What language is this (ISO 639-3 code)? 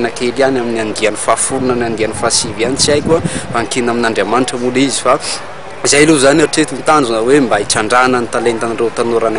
mlg